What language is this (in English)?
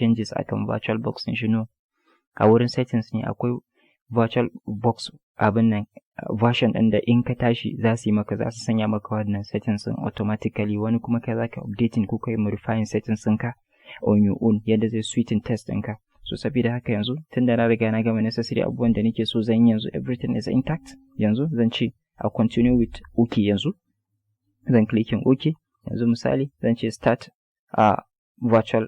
Hausa